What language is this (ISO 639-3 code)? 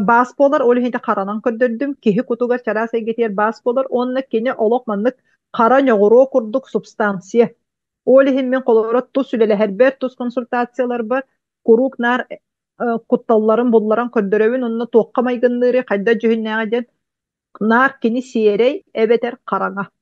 sah